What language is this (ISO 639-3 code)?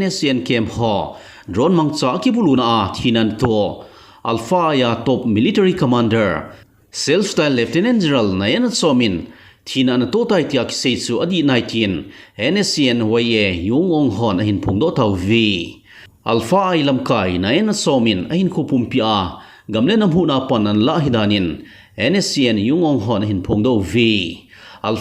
tcz